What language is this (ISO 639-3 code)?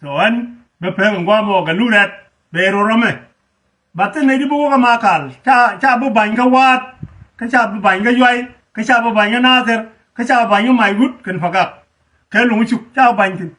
nus